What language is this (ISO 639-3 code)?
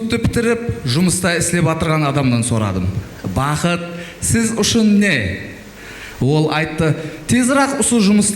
kaa